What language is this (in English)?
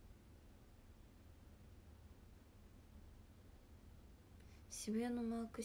Japanese